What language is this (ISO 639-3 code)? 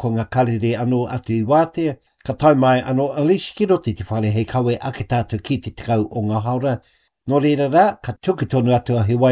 mri